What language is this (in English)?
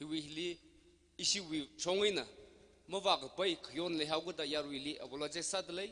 Tangkhul Naga (India)